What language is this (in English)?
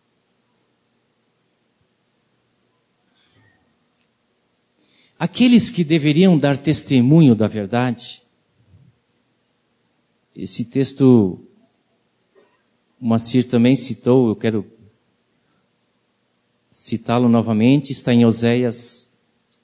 Portuguese